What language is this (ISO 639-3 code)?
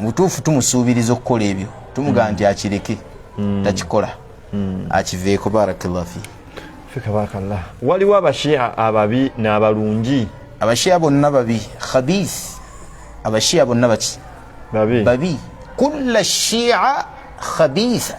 lug